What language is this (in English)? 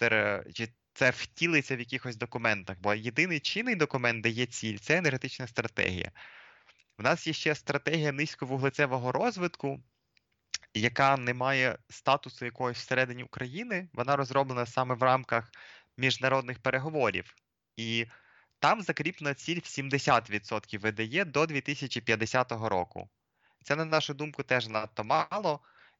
Ukrainian